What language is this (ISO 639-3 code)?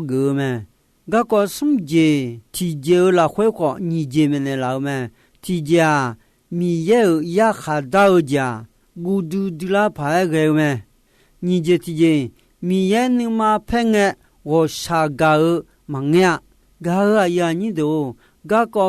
ahk